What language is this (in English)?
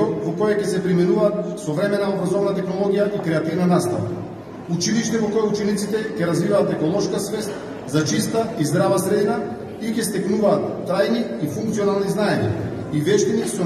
Macedonian